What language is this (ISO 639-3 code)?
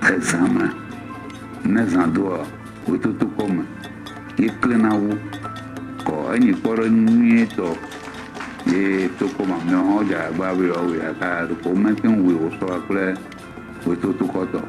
ewe